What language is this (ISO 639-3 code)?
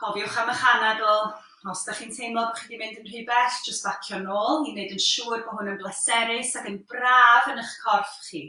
cym